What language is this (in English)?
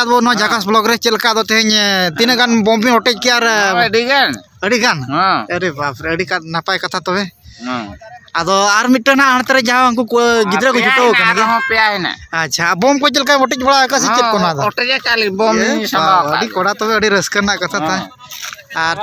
Santali